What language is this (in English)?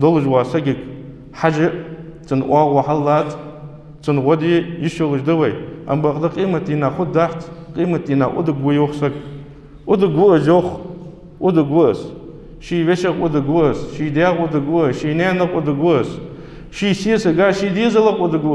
Ingush